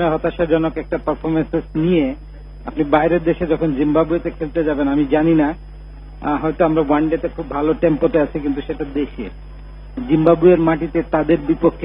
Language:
Bangla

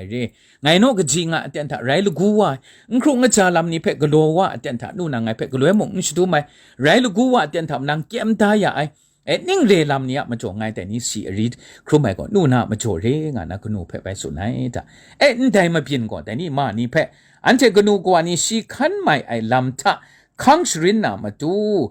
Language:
Kachin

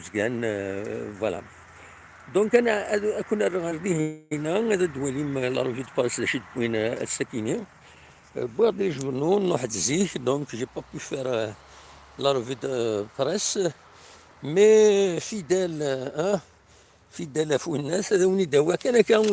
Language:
Kabyle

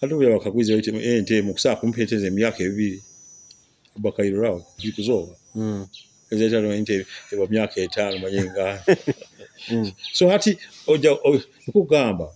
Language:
Nyoro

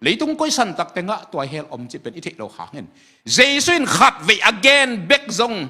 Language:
Tedim Chin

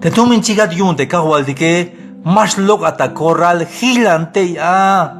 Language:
Tzeltal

